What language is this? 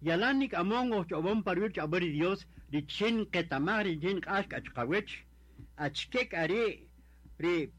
Kaqchikel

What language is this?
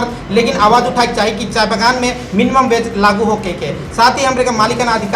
Sadri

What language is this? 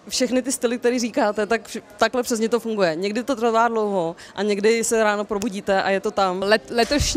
Czech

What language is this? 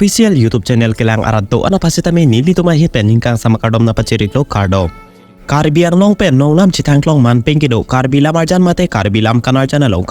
Karbi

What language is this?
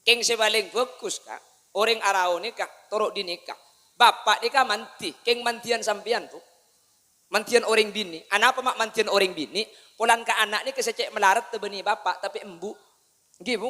Madurese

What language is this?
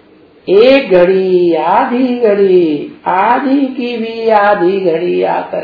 Hindi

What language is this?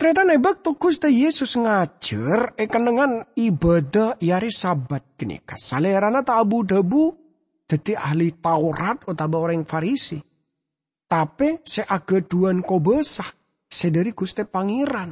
Madurese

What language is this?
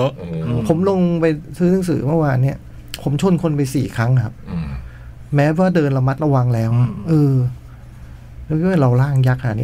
Thai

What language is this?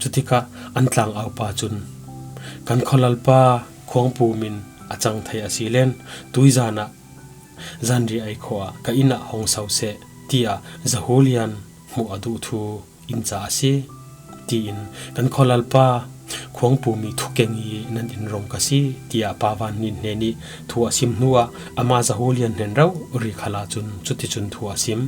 Falam Chin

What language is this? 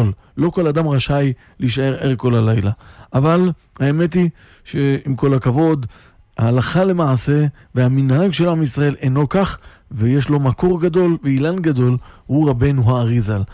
Hebrew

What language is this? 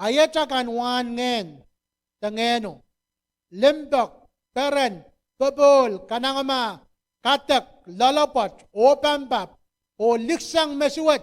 Pohnpeian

